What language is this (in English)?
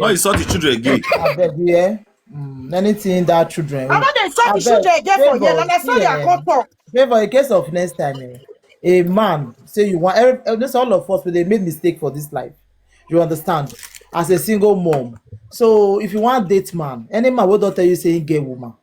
Nigerian Pidgin